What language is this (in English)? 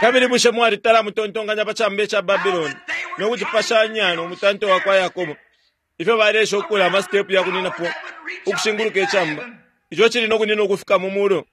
Bemba